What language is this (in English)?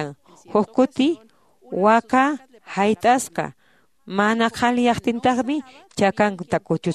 Quechua